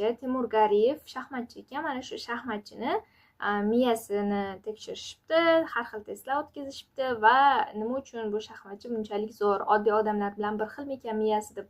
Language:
Uzbek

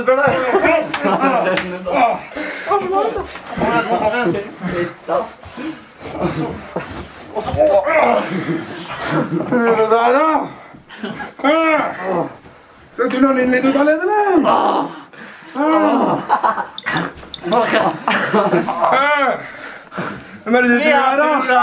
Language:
Norwegian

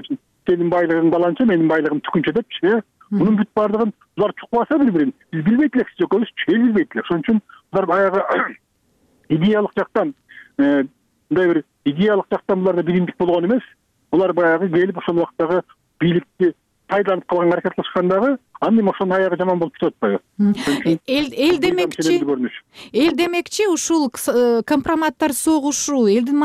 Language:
Kyrgyz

